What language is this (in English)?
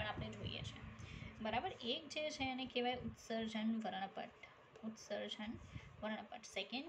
Gujarati